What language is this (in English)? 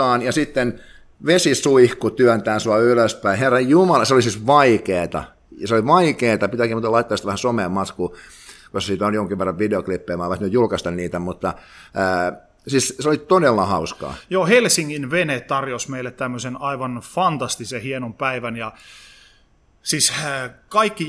Finnish